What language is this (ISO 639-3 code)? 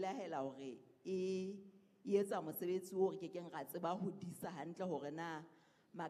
sot